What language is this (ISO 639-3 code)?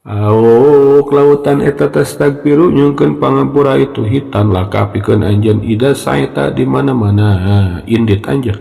sun